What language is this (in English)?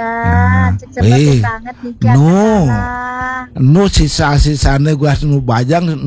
Balinese